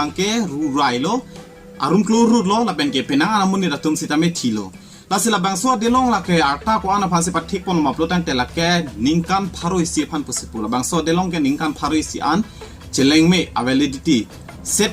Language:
Karbi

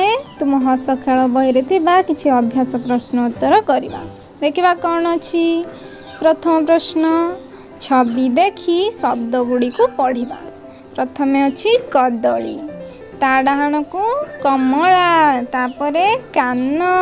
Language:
Odia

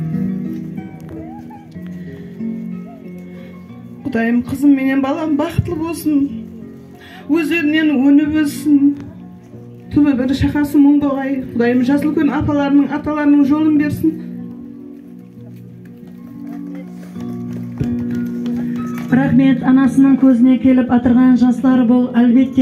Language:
Kara-Kalpak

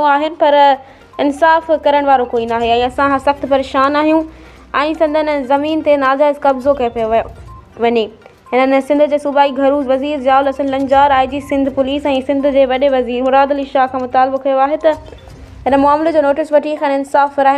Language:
Sindhi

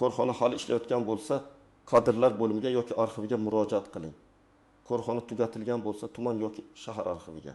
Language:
Uzbek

